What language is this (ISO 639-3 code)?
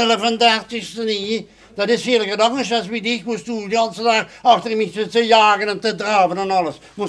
lim